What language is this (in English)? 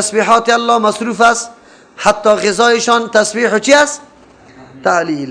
Persian